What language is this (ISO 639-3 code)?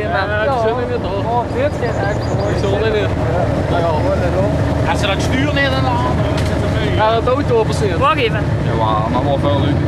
lim